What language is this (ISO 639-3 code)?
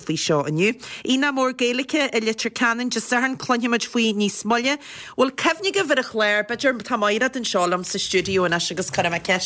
gle